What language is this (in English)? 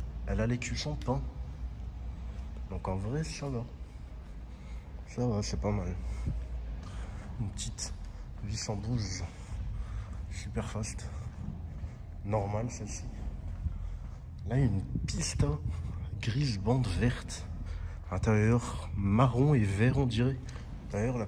French